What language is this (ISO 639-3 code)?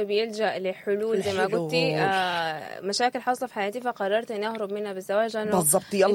apd